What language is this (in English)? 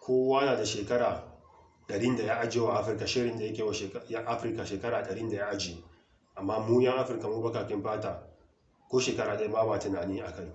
Hausa